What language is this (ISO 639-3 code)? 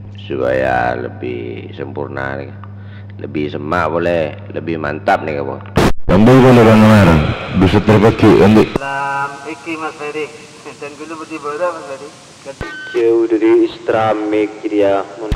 mad